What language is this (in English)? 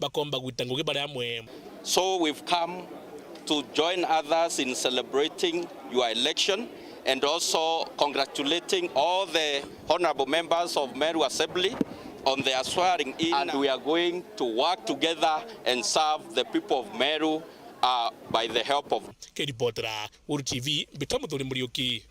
Meru